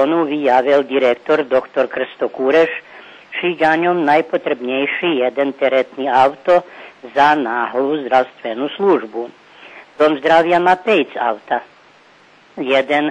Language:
Rusyn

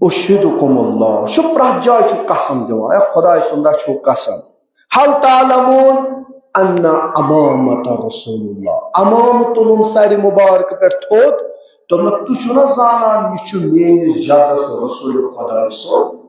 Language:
Kashmiri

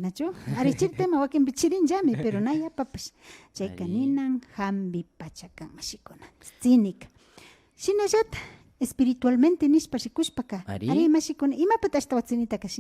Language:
Imbabura Highland Quichua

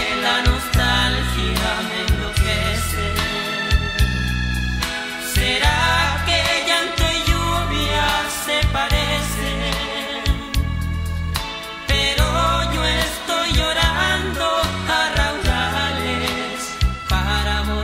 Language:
Spanish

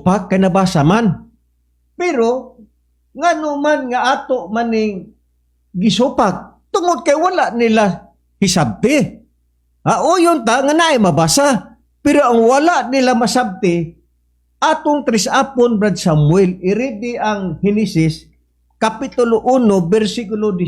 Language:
Cebuano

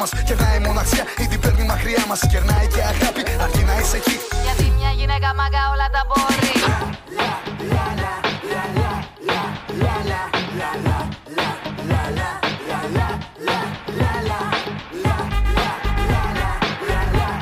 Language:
Greek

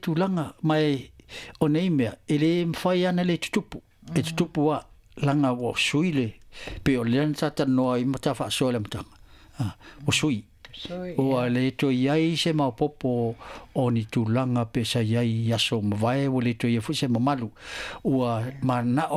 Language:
Samoan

